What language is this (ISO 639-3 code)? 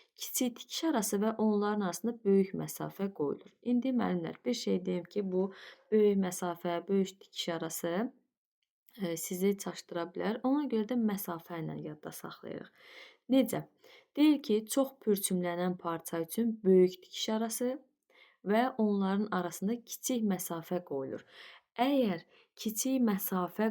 aze